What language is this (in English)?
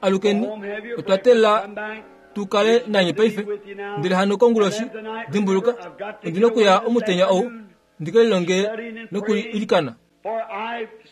Kuanyama